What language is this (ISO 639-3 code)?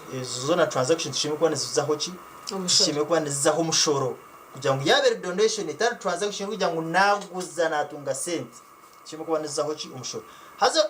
nyn